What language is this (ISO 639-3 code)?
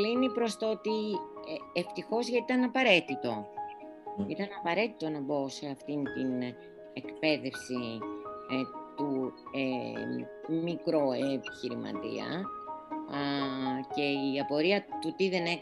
ell